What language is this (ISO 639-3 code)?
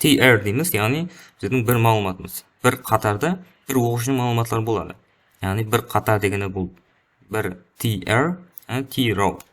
kaa